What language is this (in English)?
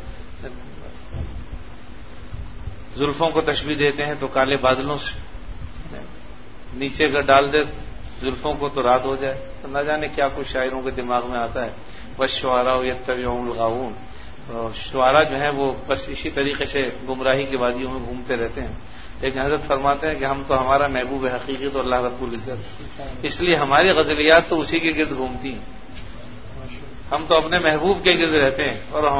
Urdu